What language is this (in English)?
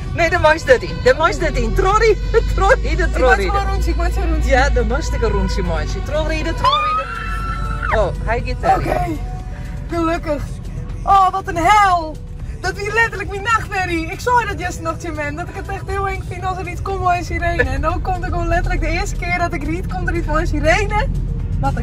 Western Frisian